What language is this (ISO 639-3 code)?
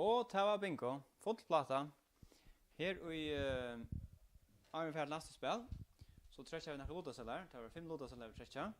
fao